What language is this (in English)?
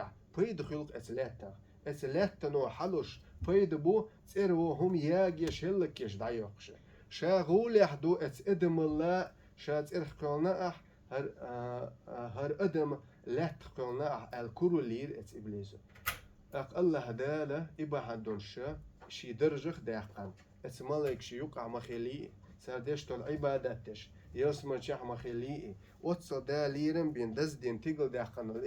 Chechen